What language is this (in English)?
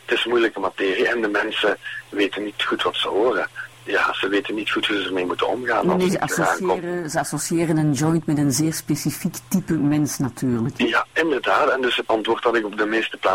Dutch